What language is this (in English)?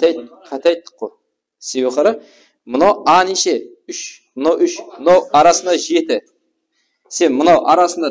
Kara-Kalpak